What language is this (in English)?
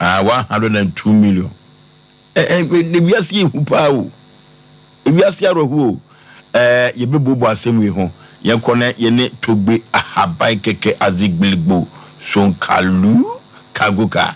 Akan